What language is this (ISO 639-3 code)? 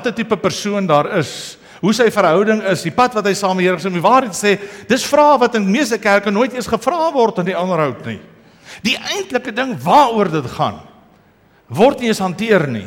afr